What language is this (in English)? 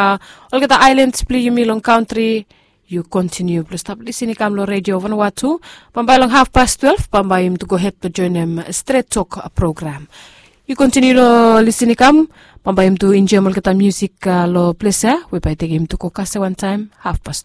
Bislama